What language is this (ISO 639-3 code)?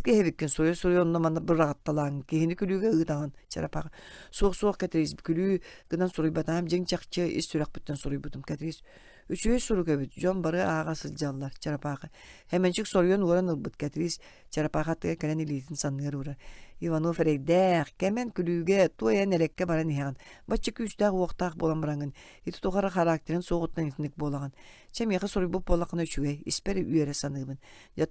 sah